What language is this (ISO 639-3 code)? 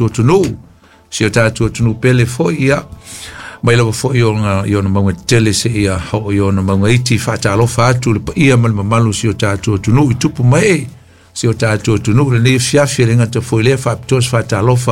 smo